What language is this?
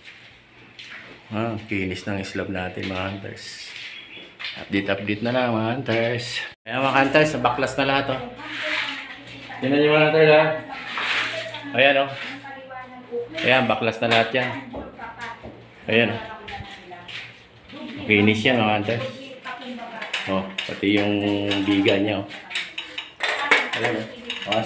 Filipino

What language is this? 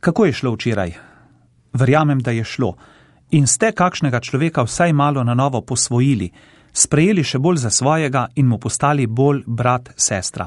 Slovenian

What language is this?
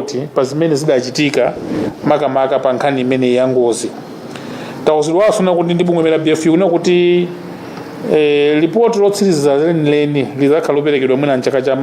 Nyanja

